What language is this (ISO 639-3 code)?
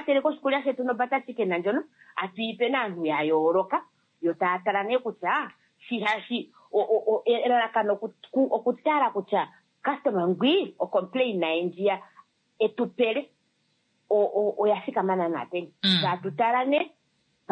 kua